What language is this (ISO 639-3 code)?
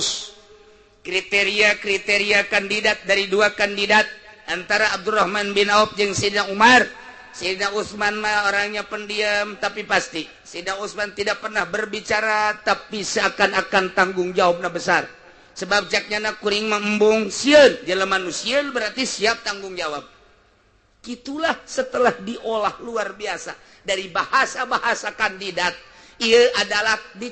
sun